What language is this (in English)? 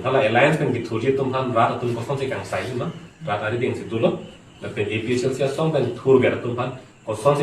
Karbi